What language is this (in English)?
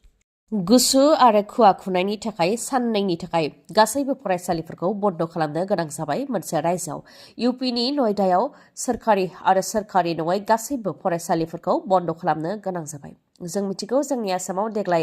Bodo